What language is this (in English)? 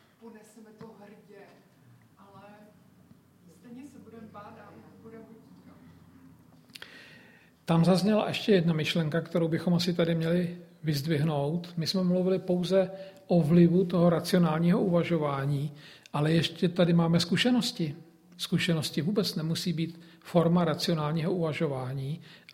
Czech